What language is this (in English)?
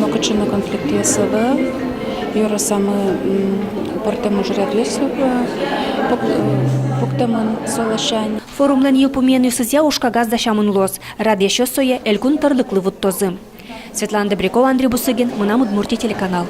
Udmurt